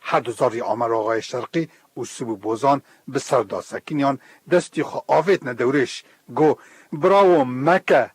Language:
Kurdish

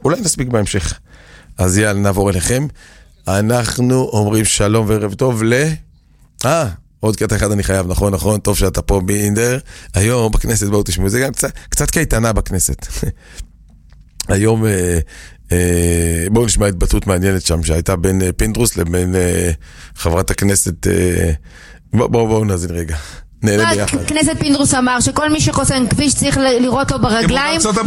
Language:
Hebrew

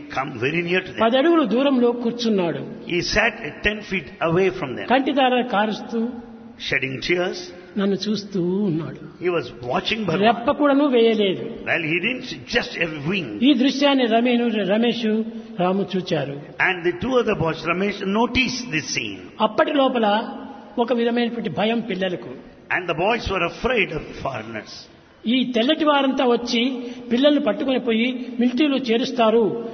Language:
Telugu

